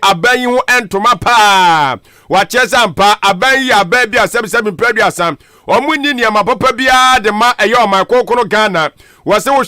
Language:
Akan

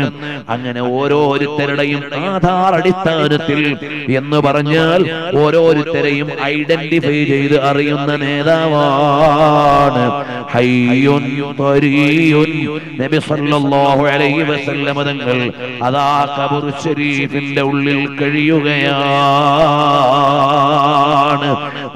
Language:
Malayalam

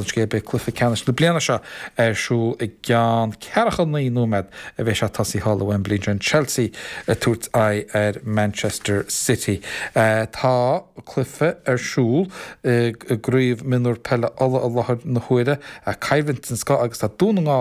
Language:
Irish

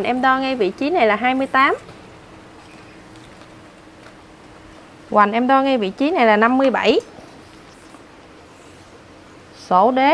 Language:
Vietnamese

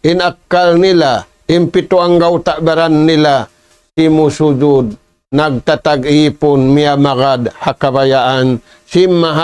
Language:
Tausug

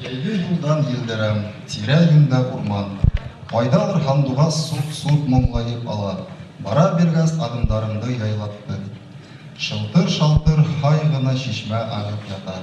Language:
Bashkir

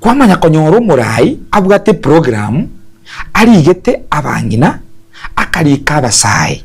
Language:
Gusii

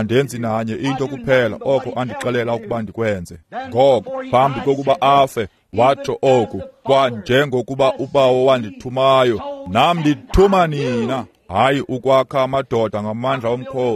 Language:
Xhosa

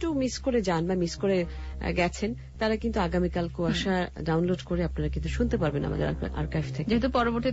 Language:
Bangla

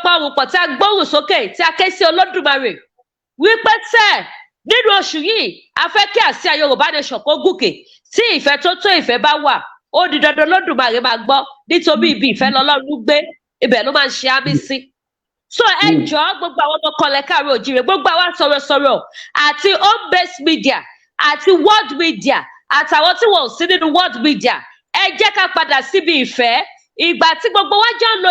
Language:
Yoruba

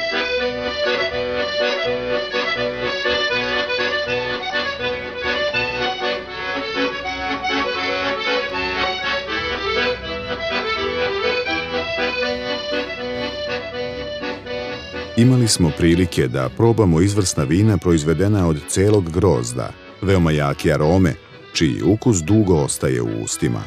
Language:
Serbian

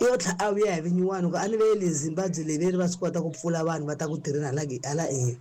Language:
Tsonga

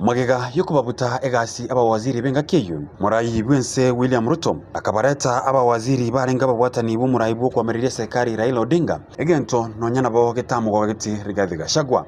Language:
Gusii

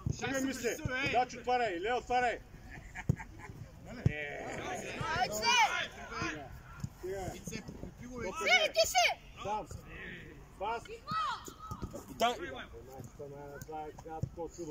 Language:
Bulgarian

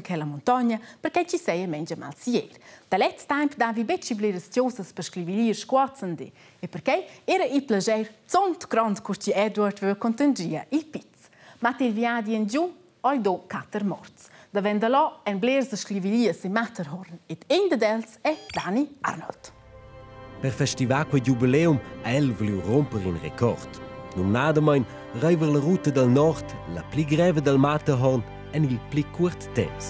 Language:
Romansh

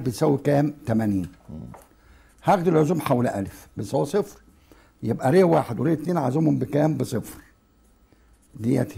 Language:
Egyptian Arabic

